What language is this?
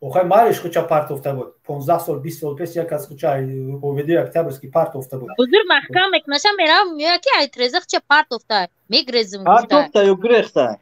Tajik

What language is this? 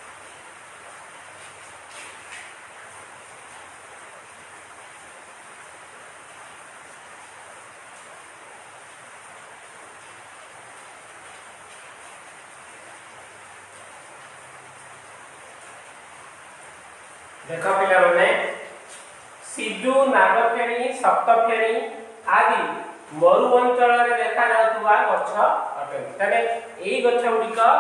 Odia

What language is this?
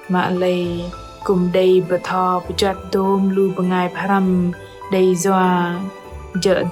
Bahnar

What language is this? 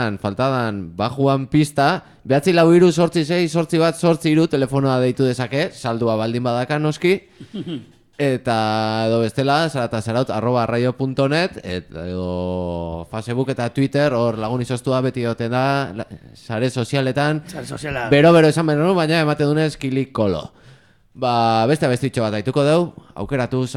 Basque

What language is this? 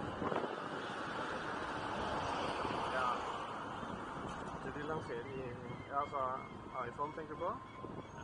Norwegian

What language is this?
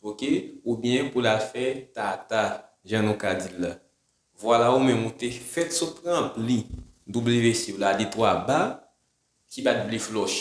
Haitian Creole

